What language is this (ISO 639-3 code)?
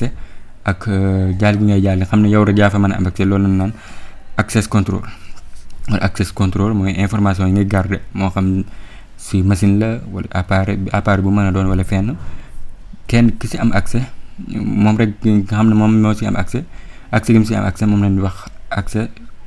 wol